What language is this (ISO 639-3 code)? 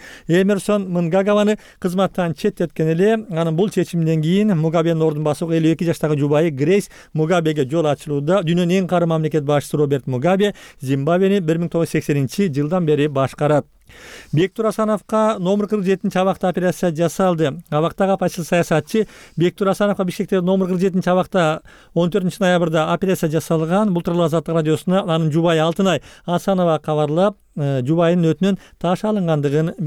kir